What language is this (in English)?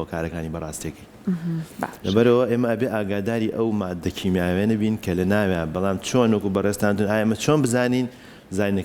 Central Kurdish